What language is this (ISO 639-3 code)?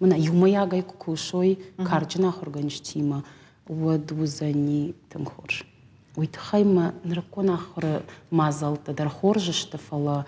oss